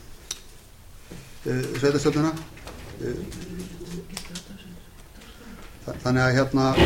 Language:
Icelandic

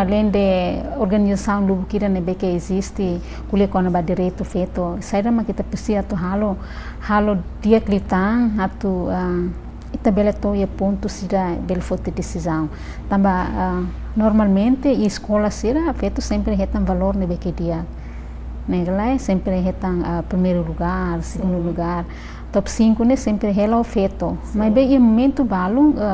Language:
Tetum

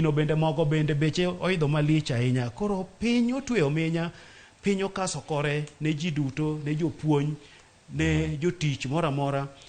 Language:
Luo (Kenya and Tanzania)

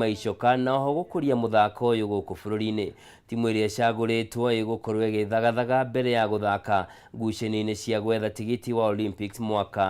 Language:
Kikuyu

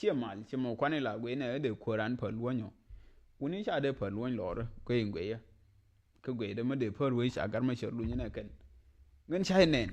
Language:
Nuer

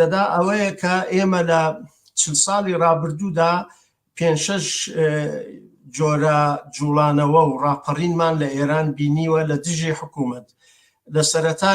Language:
Central Kurdish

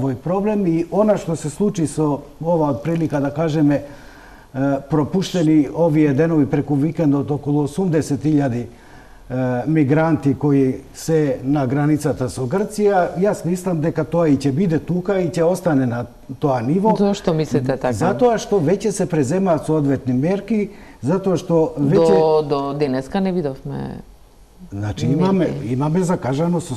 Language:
Macedonian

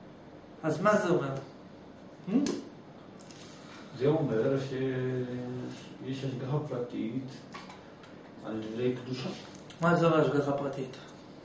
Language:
Hebrew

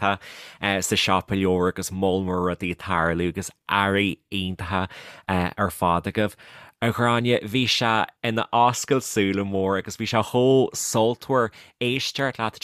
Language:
Irish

